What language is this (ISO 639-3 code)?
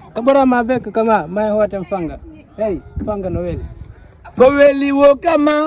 ful